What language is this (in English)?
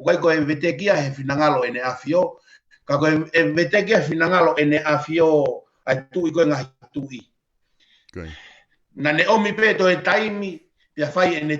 Tongan